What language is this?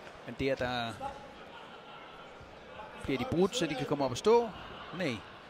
Danish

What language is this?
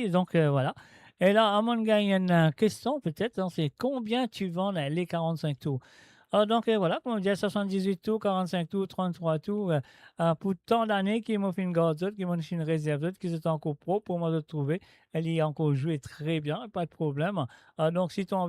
Morisyen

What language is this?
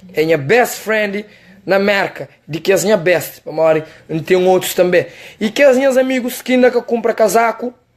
Kabuverdianu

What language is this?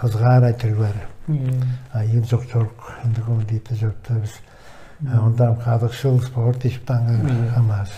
Tuvinian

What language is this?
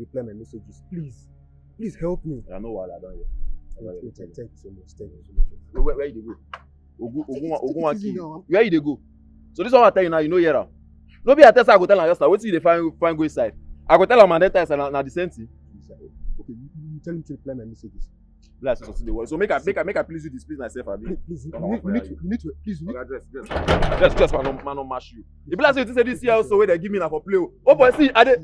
Nigerian Pidgin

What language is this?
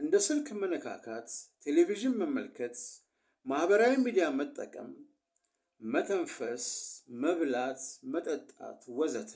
Amharic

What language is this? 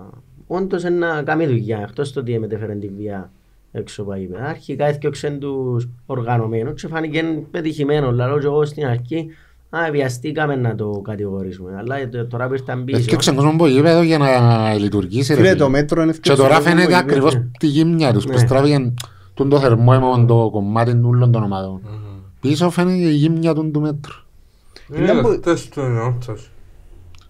Greek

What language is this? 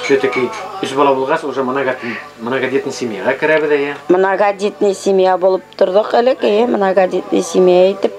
Bashkir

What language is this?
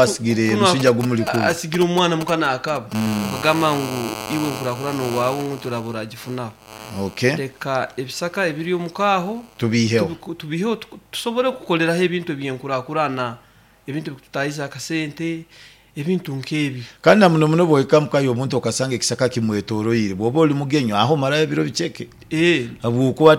Nyoro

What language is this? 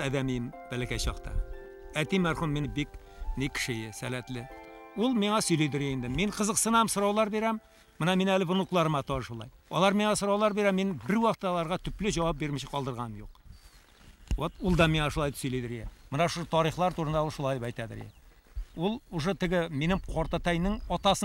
Bashkir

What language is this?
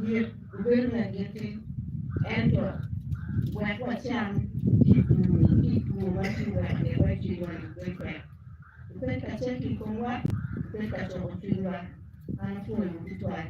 Acoli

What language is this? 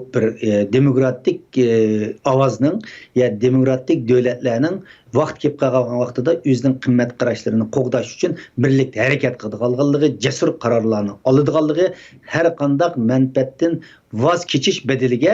Uyghur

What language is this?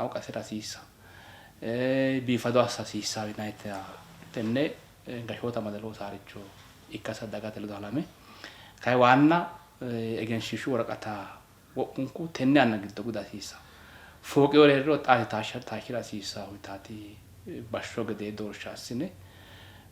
Sidamo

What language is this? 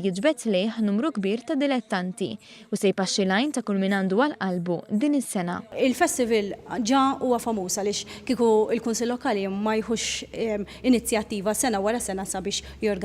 Maltese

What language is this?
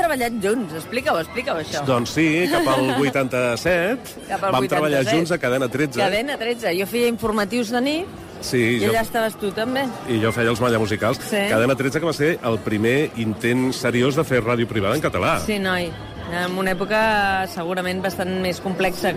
Catalan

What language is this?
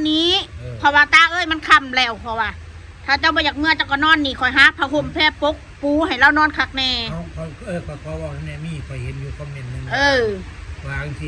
Northeastern Thai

